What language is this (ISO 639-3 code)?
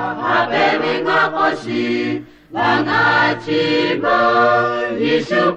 lhu